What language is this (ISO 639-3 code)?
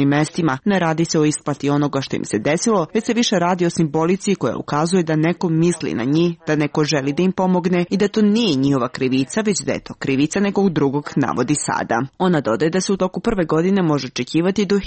srp